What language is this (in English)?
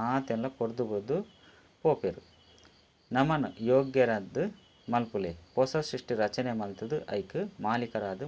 Tulu